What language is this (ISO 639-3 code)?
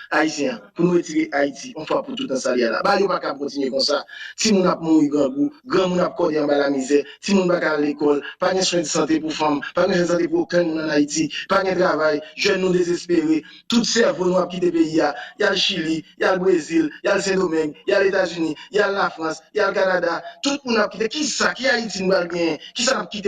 hat